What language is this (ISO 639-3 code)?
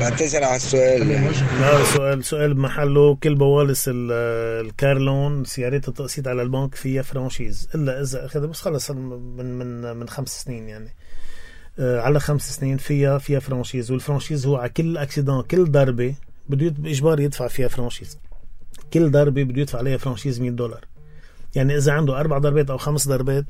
apc